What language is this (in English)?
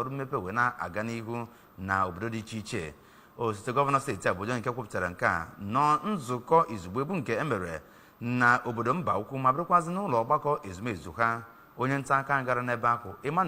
Igbo